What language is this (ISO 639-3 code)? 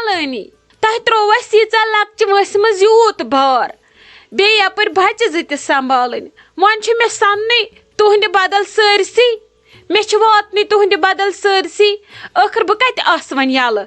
kas